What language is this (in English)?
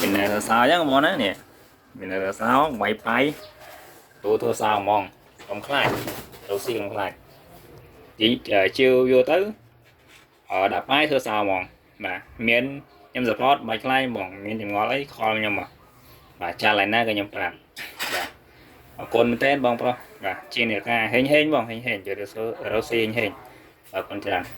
Khmer